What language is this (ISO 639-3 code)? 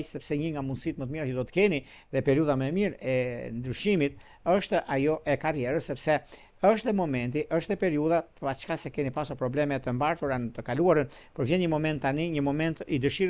sqi